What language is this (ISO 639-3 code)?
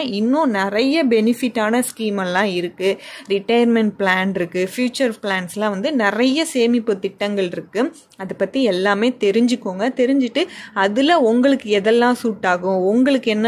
tam